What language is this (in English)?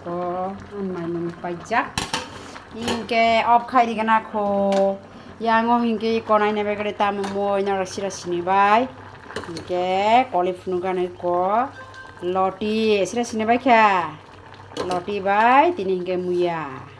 Kok Borok